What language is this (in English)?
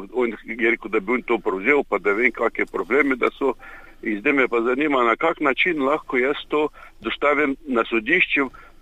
Slovenian